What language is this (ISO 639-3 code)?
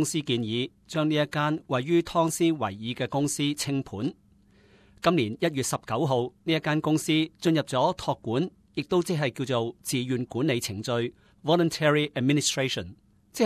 yue